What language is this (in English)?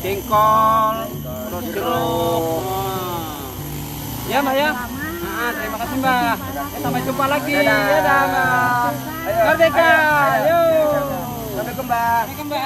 Banjar